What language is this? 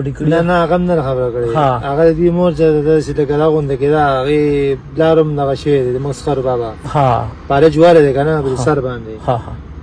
Pashto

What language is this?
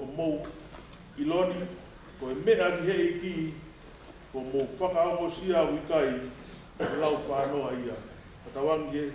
Tongan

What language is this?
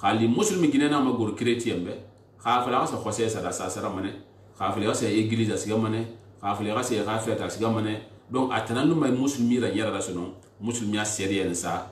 Susu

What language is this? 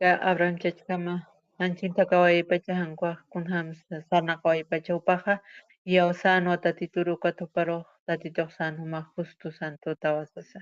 Aymara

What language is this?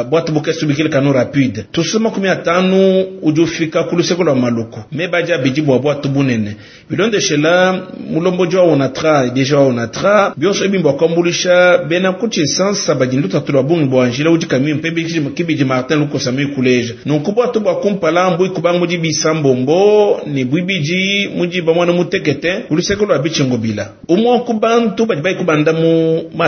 Luba-Lulua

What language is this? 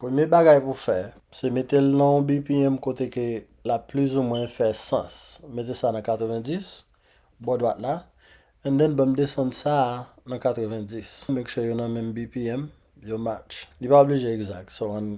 Haitian Creole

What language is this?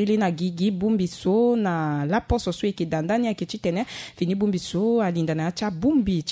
Sango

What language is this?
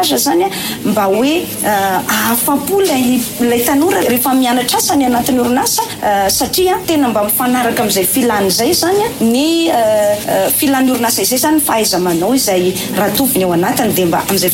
Malagasy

